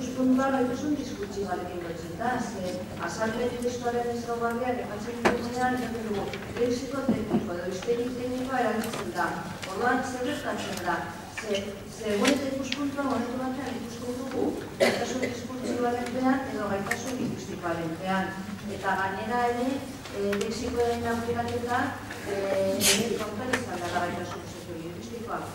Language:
Basque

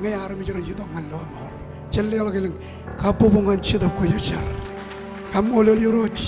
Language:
Marshallese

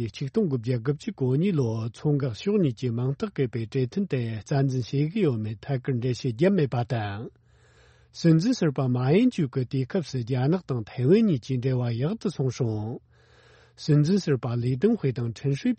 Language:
Tibetan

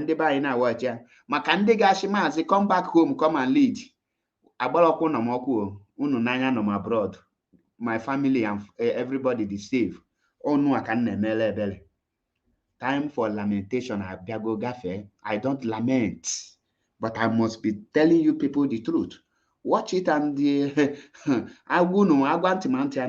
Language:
Igbo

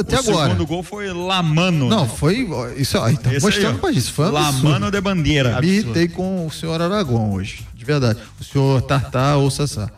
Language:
Portuguese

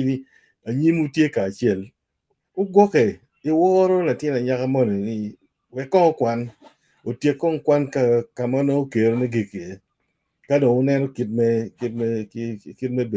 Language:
Acoli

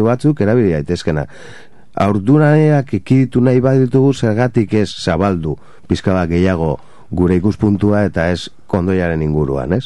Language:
Basque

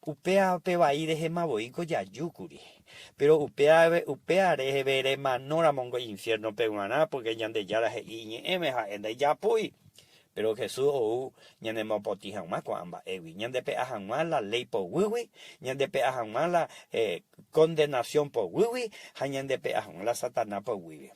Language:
Guarani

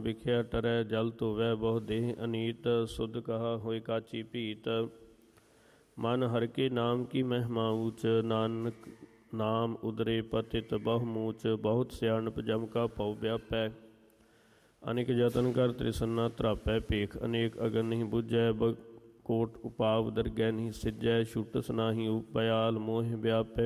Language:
Punjabi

